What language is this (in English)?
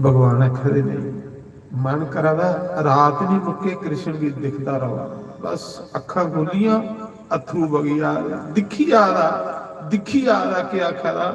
Dogri